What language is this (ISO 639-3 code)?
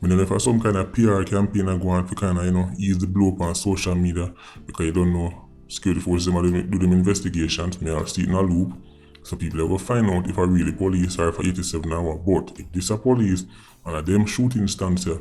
jam